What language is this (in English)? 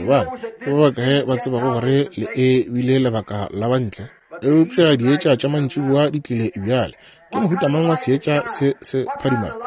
Northern Sotho